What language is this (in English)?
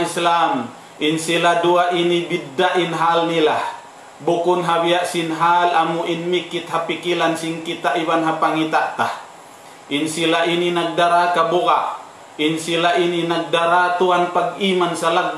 Tausug